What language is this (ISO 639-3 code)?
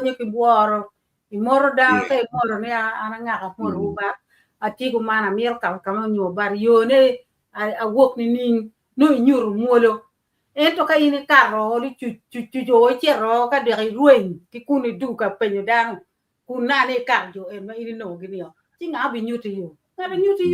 ach